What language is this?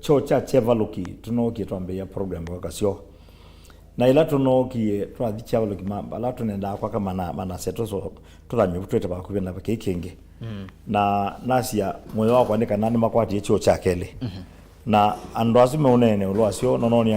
Kamba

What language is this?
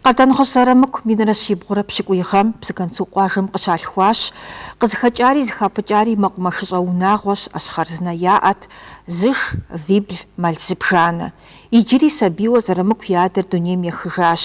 Kabardian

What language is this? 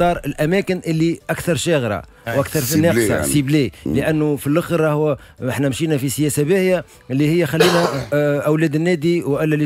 Tunisian Arabic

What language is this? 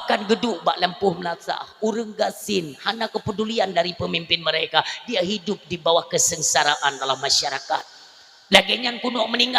Achinese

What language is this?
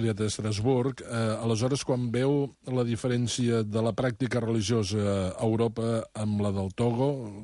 Catalan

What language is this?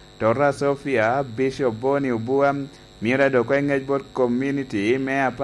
Lango (Uganda)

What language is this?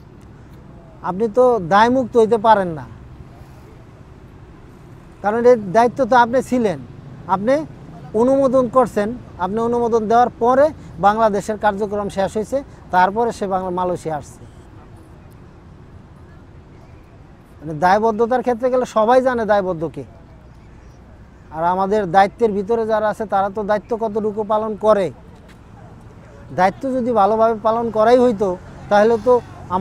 Bangla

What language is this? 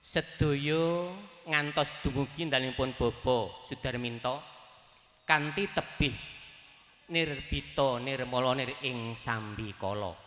Javanese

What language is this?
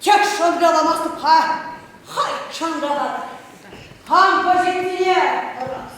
Chuvash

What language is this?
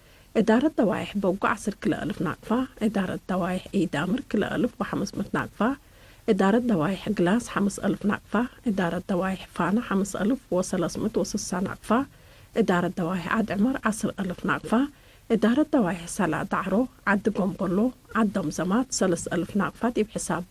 Tigre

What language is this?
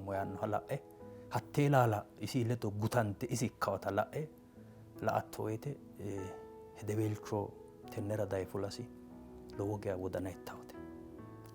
Sidamo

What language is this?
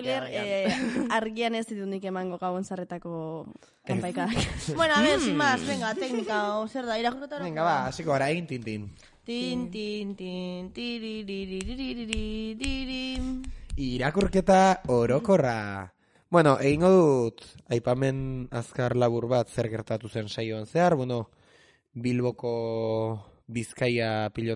Basque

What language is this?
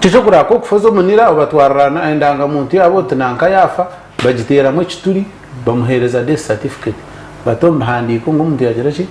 Nyankole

